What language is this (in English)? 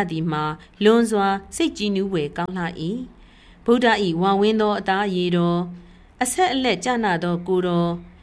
Burmese